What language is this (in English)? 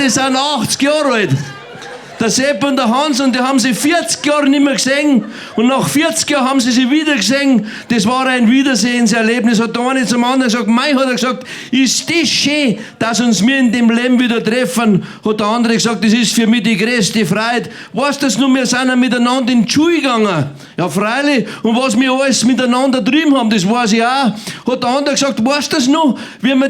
Bavarian